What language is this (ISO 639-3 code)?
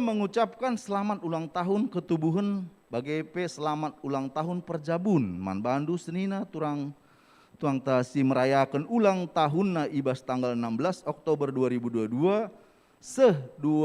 btx